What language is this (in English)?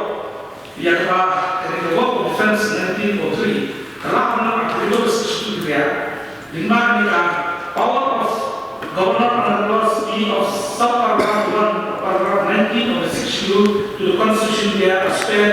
Khasi